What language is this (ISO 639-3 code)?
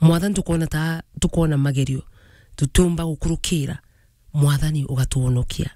mer